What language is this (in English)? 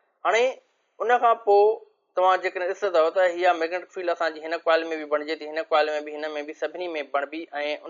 Sindhi